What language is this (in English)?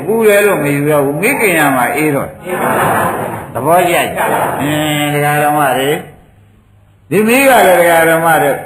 Burmese